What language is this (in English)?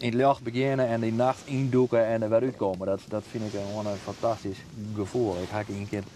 Western Frisian